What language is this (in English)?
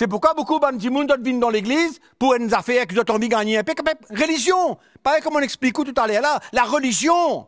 Morisyen